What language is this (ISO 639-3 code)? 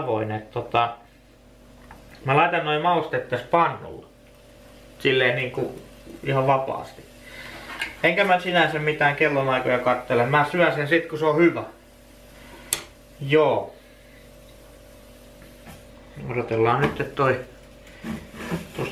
fin